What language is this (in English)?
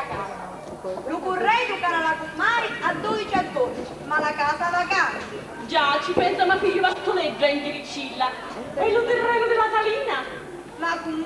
Sicilian